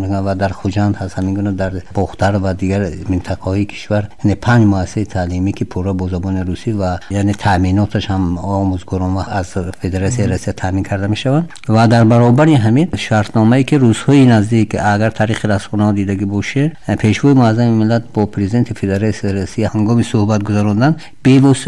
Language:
Tajik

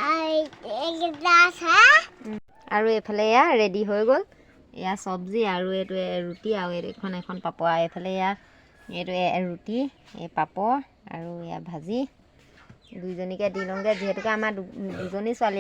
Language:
Assamese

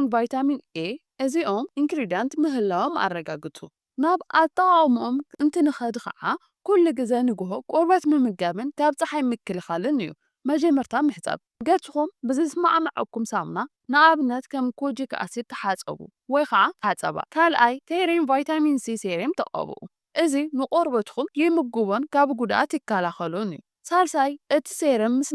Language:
Tigrinya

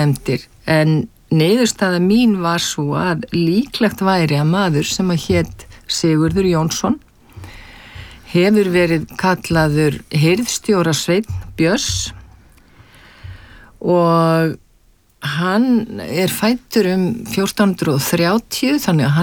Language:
Icelandic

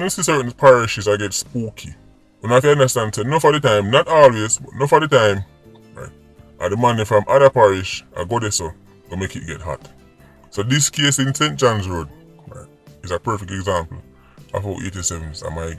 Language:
Jamaican Creole English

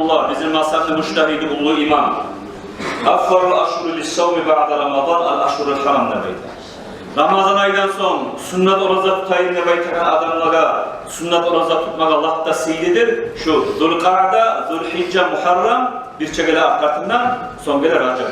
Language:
Kumyk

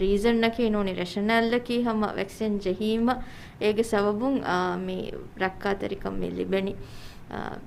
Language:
Divehi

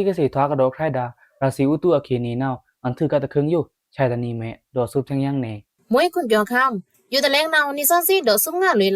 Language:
Pa'o Karen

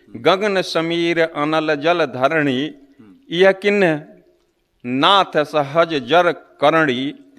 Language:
Bhojpuri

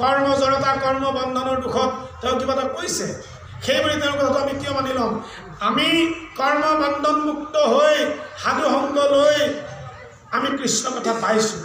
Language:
Assamese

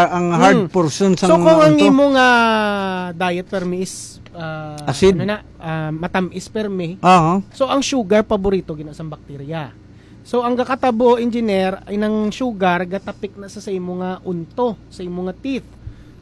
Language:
Hiligaynon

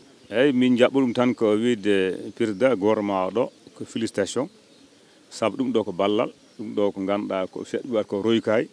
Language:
Fula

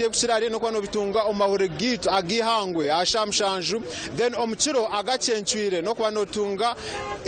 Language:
Nyankole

